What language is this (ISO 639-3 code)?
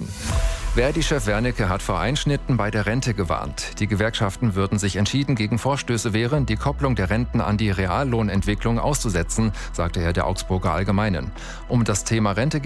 deu